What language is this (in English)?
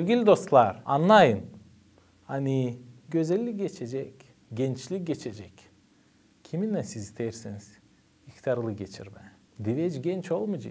Gagauz